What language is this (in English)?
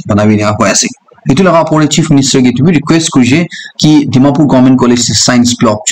Naga Pidgin